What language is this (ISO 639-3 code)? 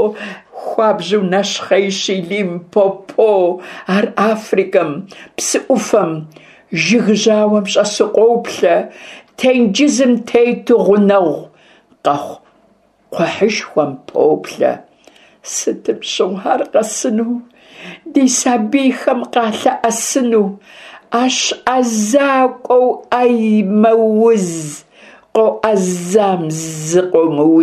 kbd